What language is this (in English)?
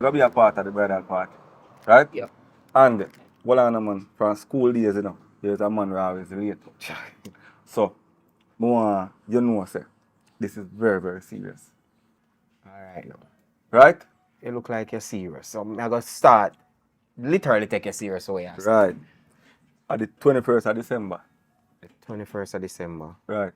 Jamaican Creole English